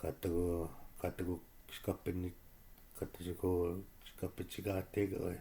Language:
Chippewa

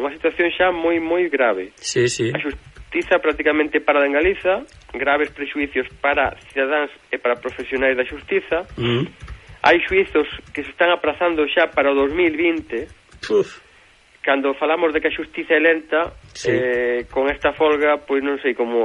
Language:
Galician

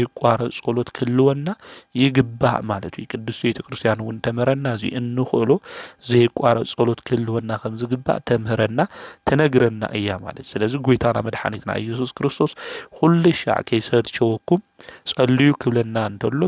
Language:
Tigrinya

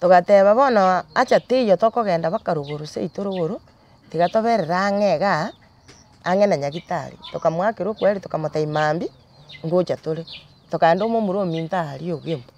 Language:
Gusii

